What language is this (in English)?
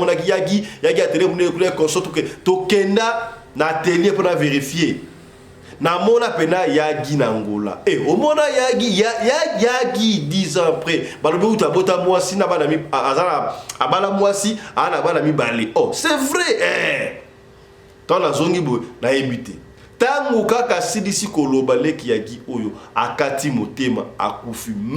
Lingala